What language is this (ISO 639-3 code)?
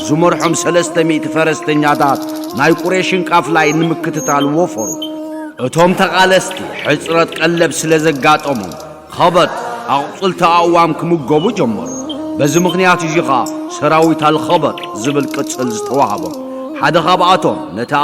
tir